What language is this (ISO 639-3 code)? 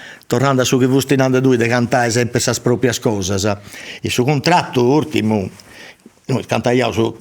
srd